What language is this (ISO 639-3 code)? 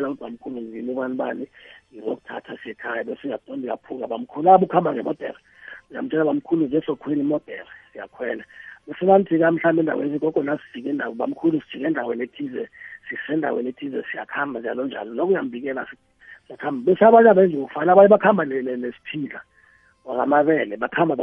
nbl